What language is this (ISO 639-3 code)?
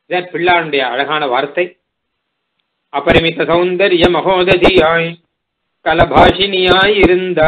tam